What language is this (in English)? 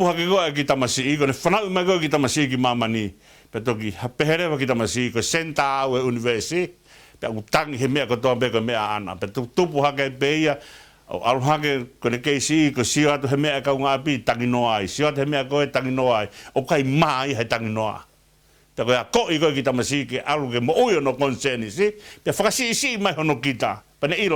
Tongan